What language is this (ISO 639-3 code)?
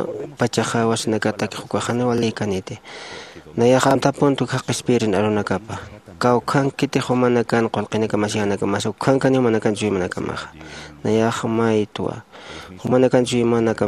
aym